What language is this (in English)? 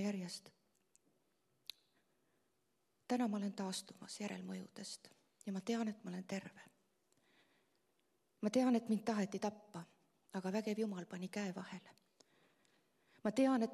Estonian